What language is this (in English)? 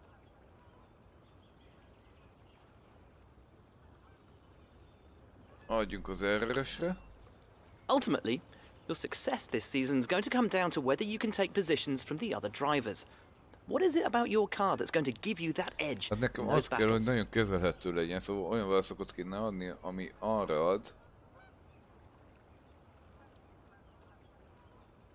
Hungarian